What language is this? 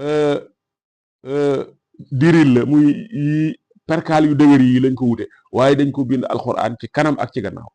Wolof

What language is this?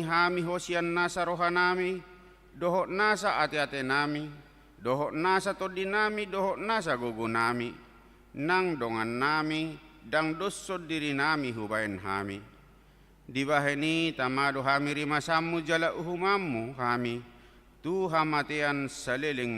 Batak Toba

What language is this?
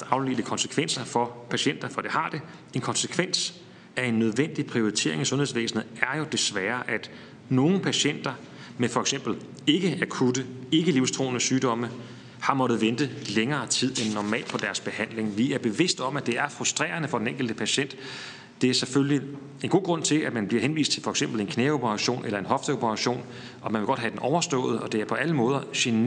Danish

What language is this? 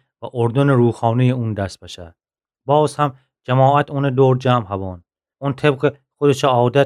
Gilaki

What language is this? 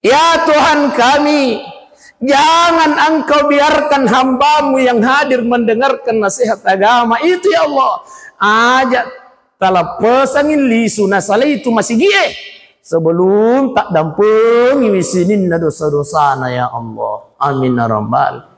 Buginese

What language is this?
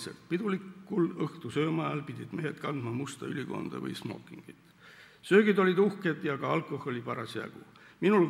Estonian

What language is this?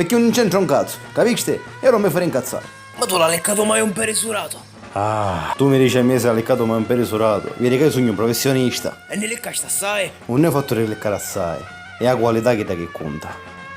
Sicilian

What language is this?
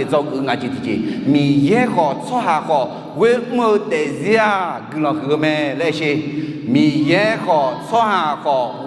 Akha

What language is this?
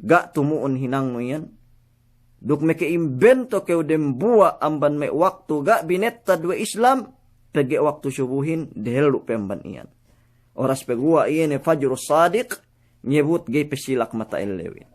Yakan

